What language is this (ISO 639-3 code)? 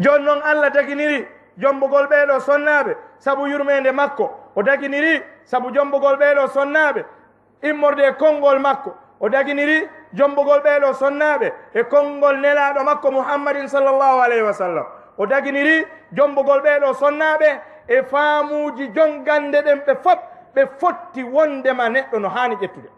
ful